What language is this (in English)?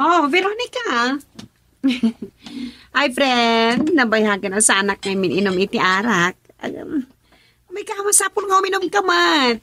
Iloko